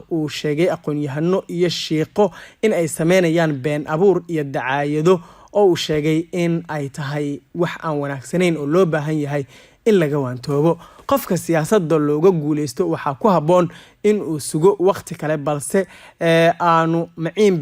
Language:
Somali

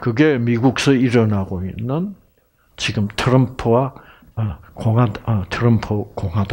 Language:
Korean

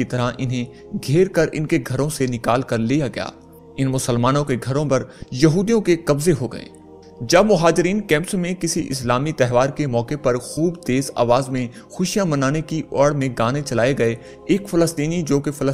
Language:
Urdu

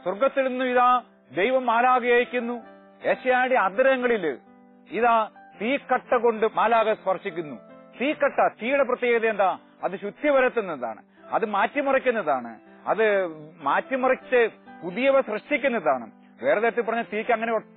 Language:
Malayalam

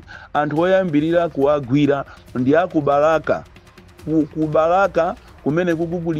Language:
Nyanja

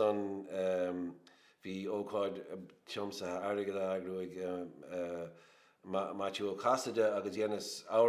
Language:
Irish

